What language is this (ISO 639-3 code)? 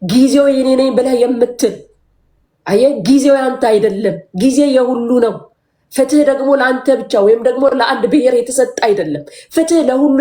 amh